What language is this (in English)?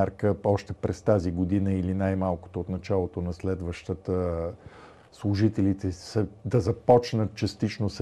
Bulgarian